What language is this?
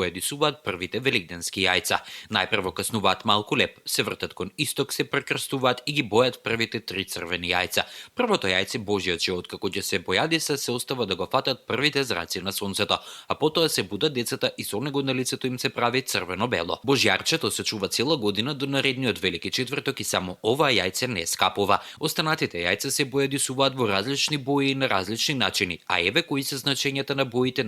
Macedonian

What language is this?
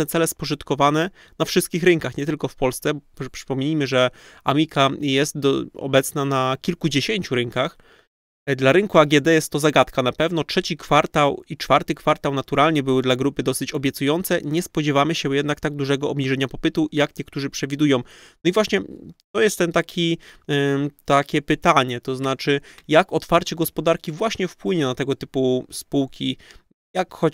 Polish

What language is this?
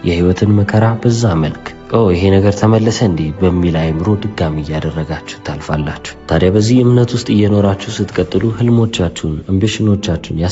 Amharic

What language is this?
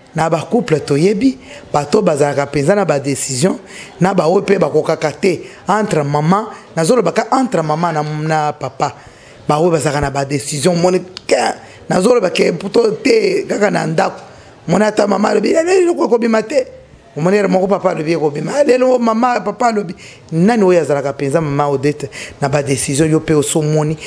Lingala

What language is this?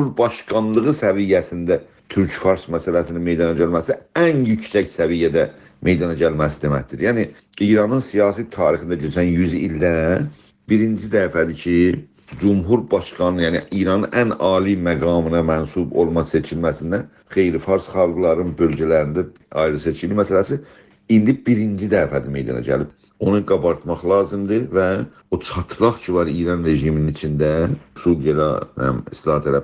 South Azerbaijani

